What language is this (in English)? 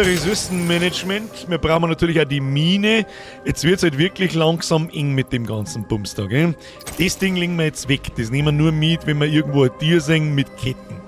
Bavarian